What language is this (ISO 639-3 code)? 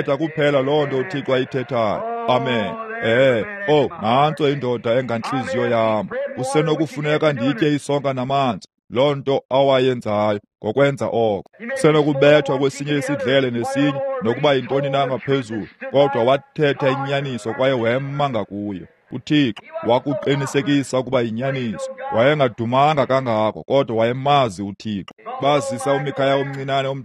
xho